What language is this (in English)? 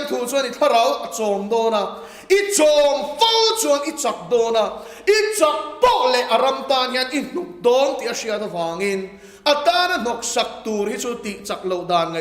Mizo